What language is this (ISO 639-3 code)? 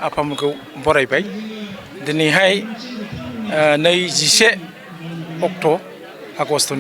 brx